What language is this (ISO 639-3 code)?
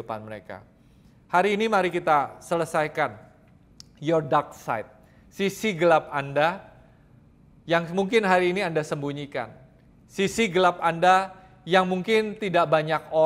ind